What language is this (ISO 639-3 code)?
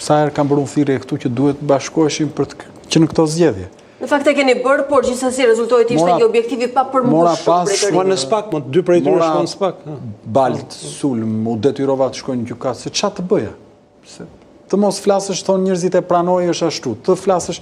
sqi